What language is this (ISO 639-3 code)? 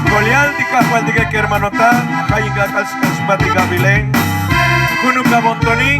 tzo